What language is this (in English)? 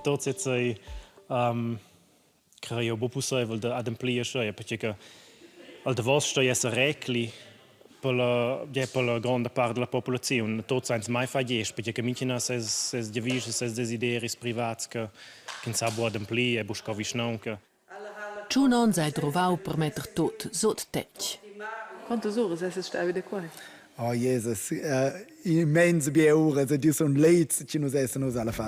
Romansh